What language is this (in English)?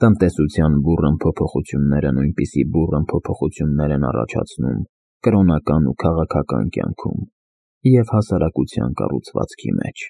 Armenian